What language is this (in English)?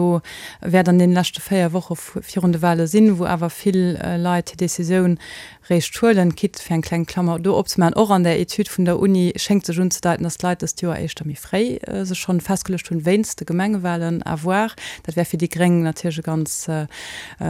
Luxembourgish